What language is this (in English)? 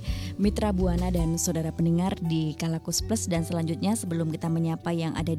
Indonesian